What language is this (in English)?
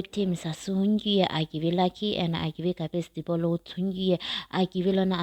Sumi Naga